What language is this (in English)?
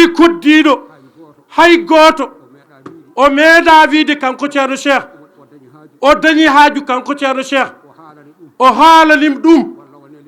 Fula